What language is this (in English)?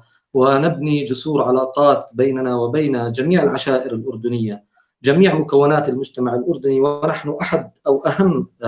North Levantine Arabic